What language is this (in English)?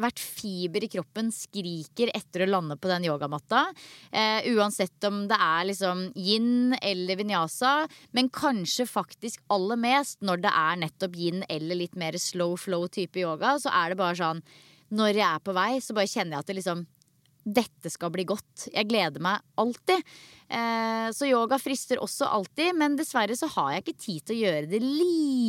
Norwegian